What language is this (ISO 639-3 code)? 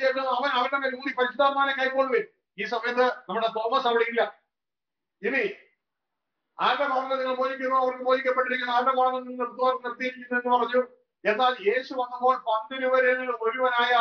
mal